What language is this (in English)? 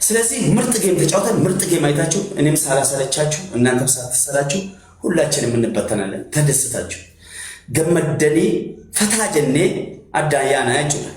Amharic